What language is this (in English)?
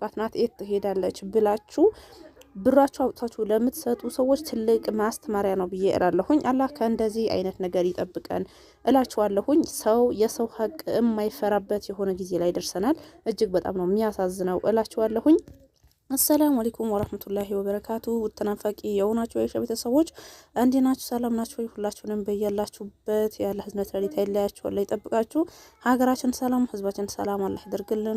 Amharic